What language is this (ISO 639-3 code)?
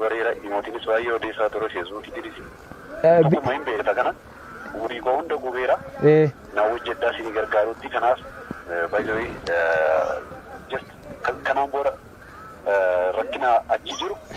orm